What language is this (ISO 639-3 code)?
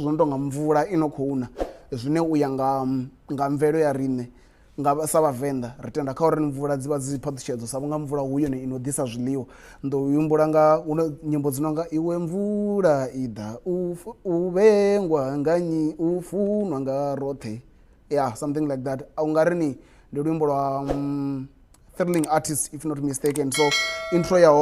ven